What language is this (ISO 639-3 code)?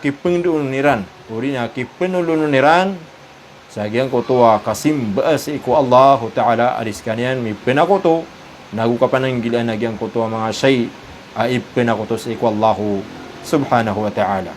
mrw